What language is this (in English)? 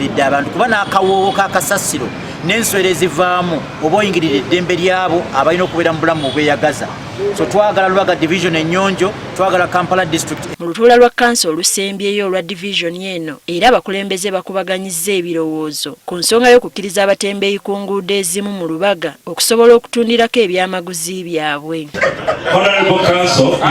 Ganda